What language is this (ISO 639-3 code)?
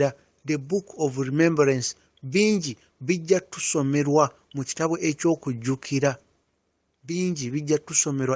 lug